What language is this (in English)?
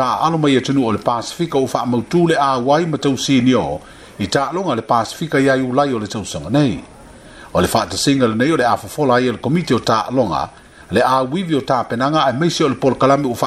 Samoan